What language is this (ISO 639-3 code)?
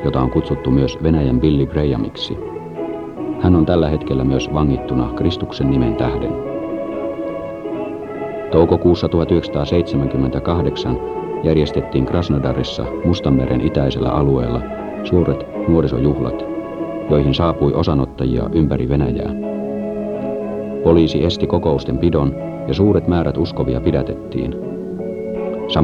fin